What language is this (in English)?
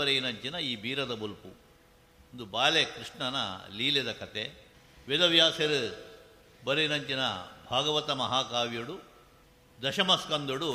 Tulu